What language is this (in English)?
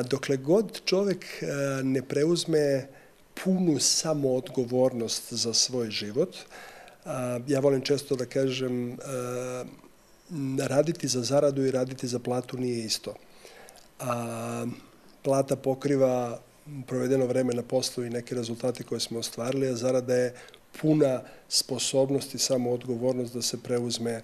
Serbian